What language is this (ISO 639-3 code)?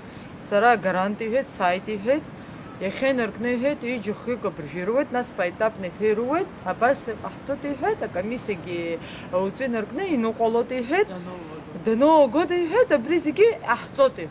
abk